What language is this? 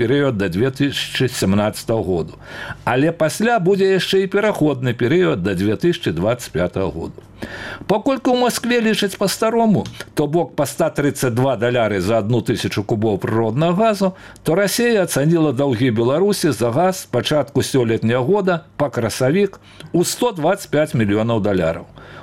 Belarusian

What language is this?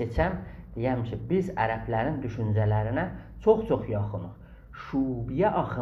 South Azerbaijani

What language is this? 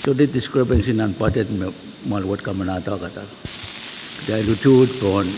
Pohnpeian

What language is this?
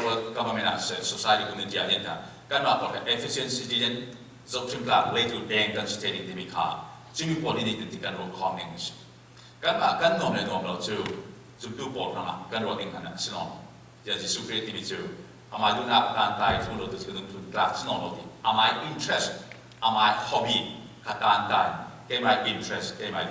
Falam Chin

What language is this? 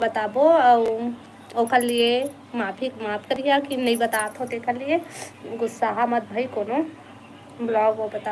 Chhattisgarhi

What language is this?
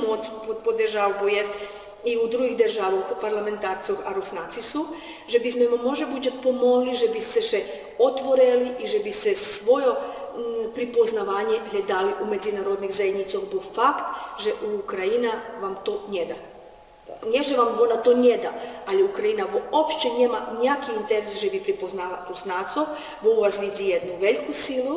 Rusyn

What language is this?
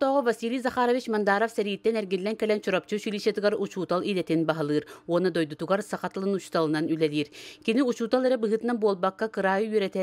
Yakut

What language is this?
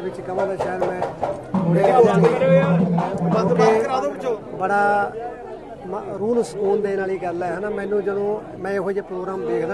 Punjabi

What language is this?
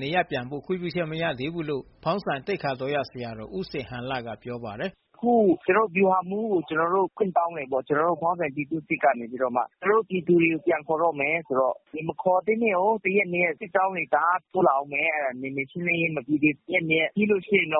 Burmese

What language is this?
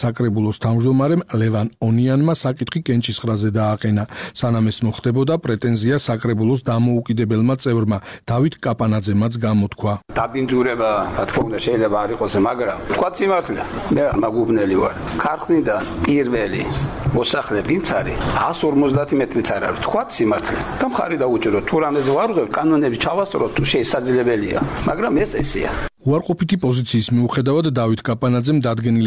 Georgian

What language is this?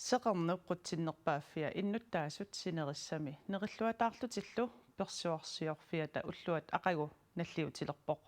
Kalaallisut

